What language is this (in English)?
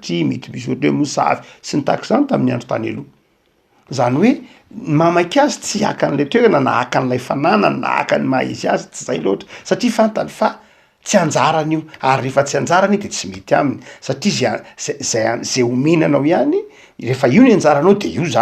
Malagasy